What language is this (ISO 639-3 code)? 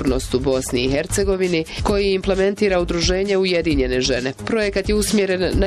bos